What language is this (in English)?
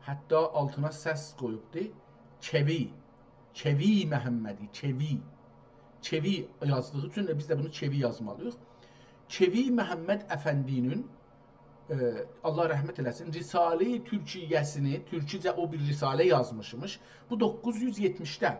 South Azerbaijani